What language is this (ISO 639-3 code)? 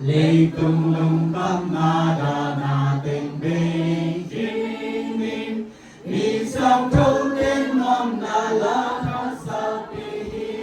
ctd